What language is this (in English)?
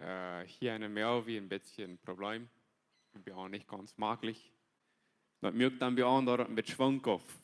Plautdietsch